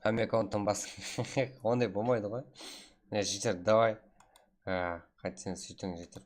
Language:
Kara-Kalpak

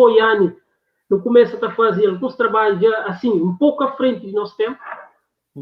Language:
Kabuverdianu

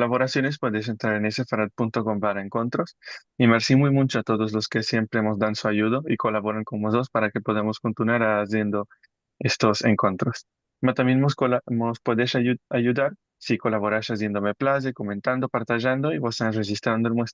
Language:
Ladino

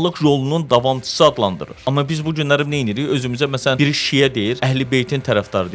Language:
Azerbaijani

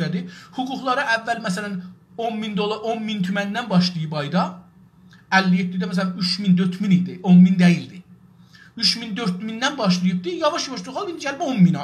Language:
South Azerbaijani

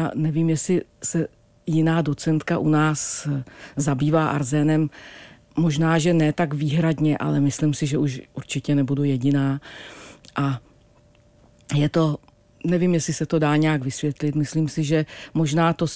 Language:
Czech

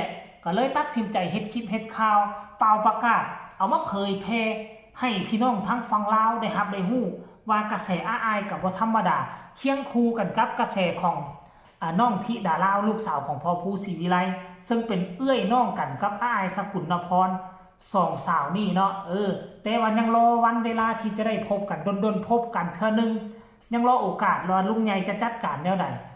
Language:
Northeastern Thai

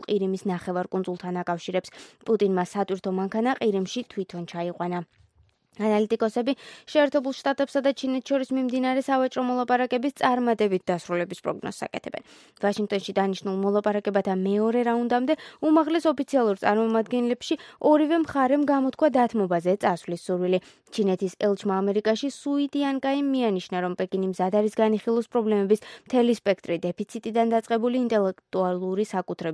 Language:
Georgian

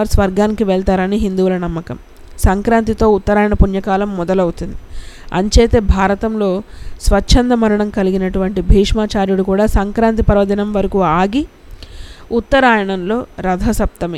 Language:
Telugu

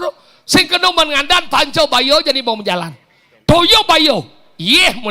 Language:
Balinese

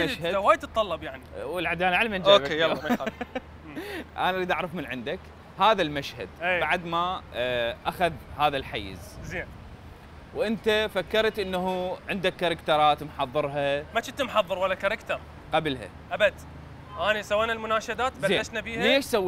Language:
Mesopotamian Arabic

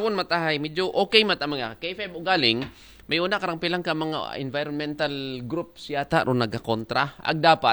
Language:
Aklanon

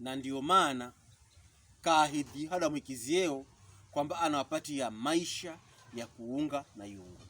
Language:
Pokomo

